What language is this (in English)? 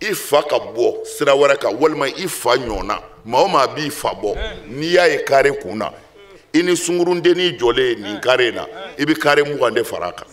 Bambara